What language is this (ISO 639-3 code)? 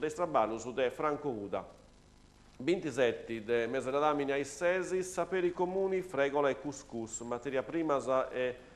srd